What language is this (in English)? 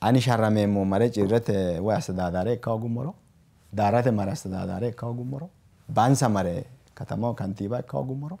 Sidamo